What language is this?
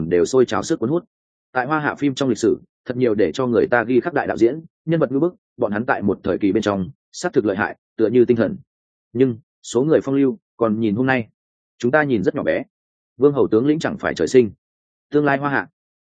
Vietnamese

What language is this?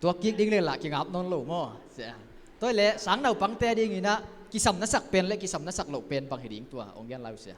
Tedim Chin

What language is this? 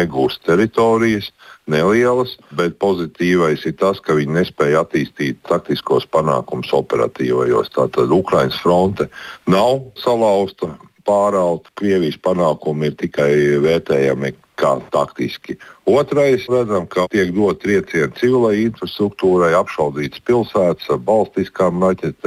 Latvian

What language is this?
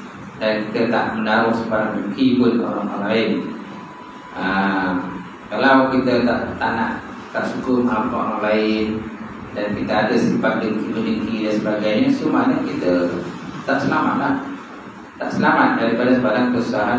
Malay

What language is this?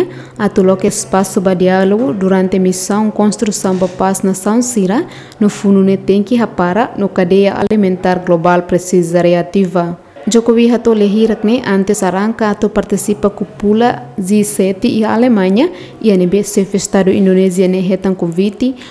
Tetum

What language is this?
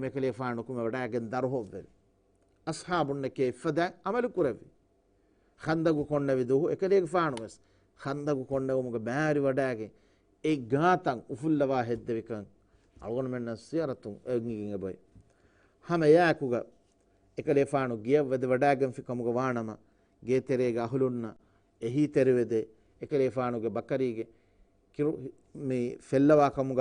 Divehi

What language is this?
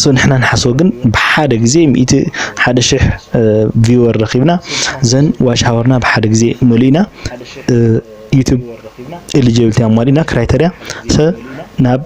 Tigrinya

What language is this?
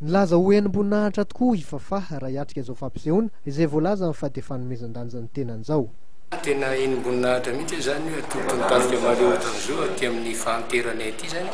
Malagasy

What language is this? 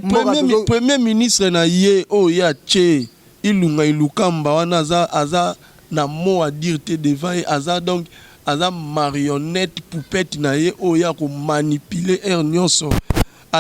Lingala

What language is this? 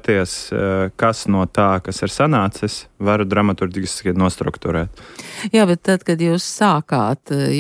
Latvian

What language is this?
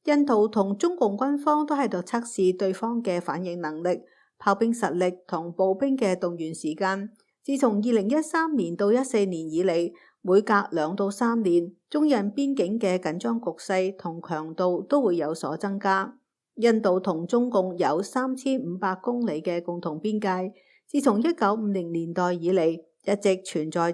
Cantonese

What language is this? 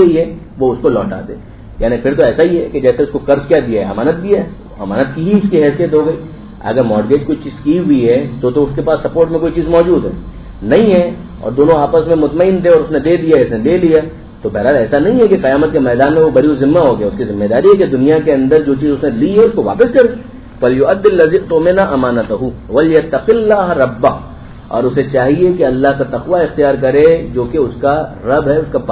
Urdu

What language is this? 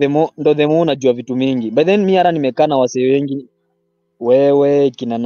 Swahili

